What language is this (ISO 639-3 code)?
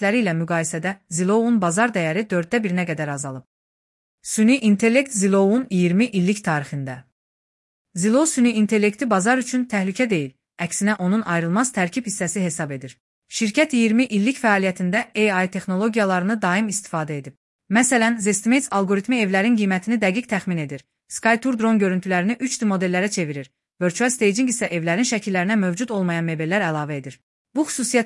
aze